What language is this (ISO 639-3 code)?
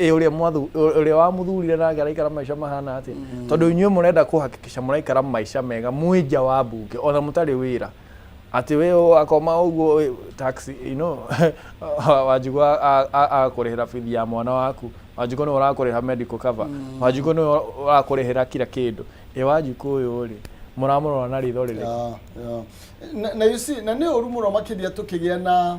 kik